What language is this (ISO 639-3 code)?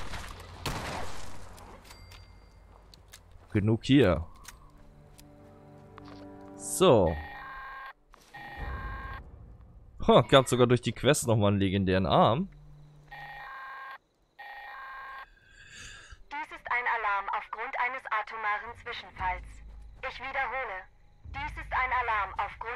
deu